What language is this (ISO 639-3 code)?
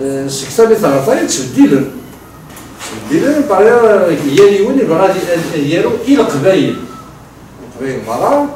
kab